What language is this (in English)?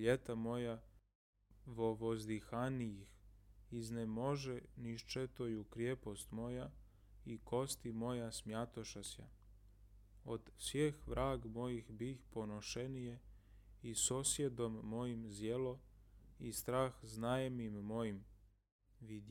Serbian